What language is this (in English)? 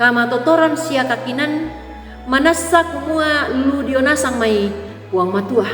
Toraja-Sa'dan